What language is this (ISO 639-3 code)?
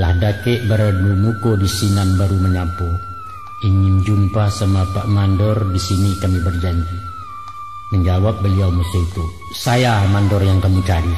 min